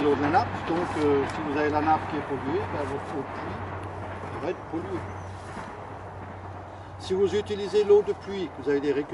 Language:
French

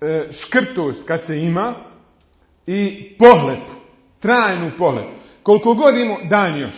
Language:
Bosnian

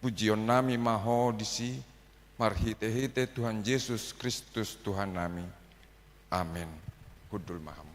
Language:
Batak Toba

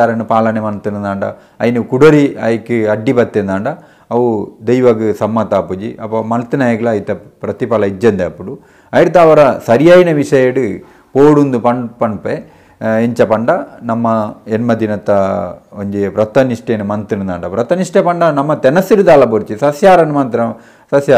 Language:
Tulu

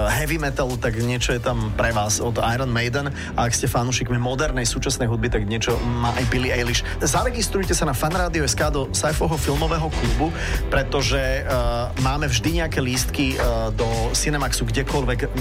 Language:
Slovak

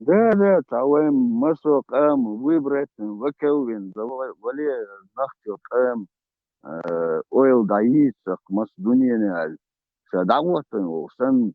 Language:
Chechen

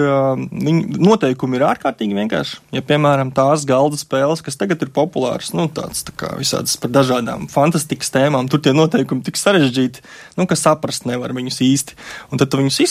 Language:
Latvian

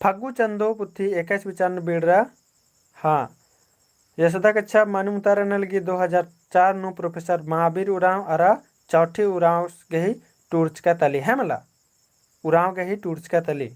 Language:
Kurukh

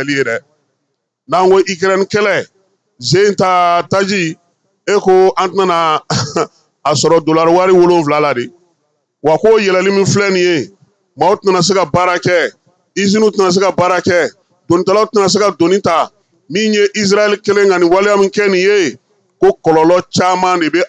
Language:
Bambara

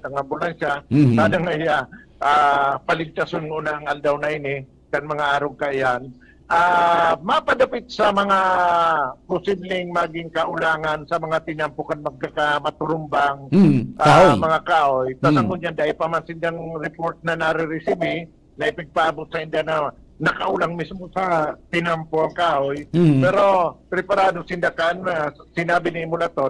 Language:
Bikol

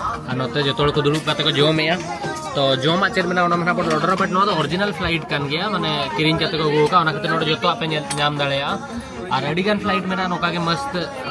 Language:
Santali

